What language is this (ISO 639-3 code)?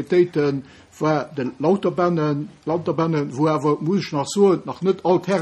ltz